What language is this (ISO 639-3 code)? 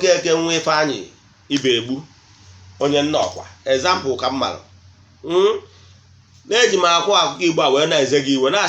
ibo